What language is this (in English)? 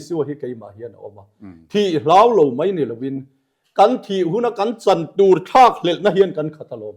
Mizo